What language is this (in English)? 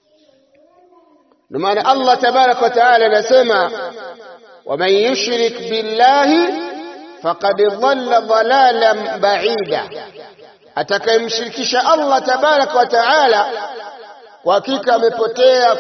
Swahili